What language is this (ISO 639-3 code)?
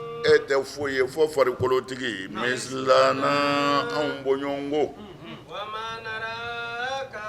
bam